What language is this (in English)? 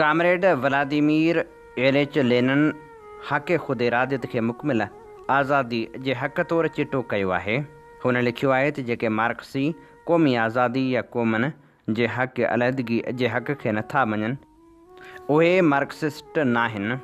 Sindhi